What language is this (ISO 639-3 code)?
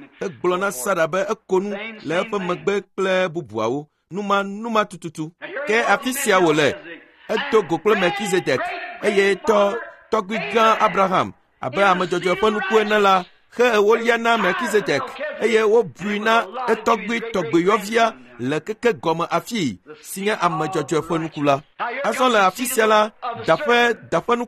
ewe